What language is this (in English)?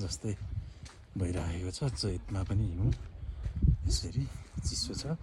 Nepali